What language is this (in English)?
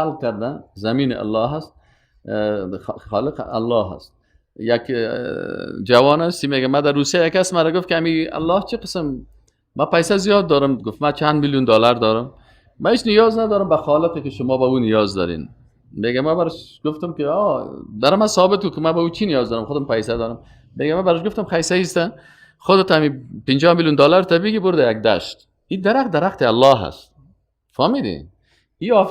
Persian